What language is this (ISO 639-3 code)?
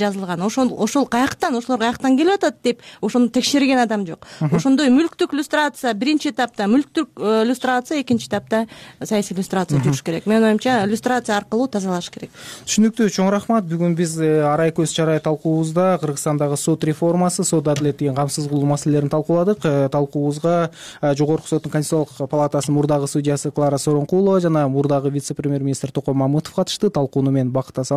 kir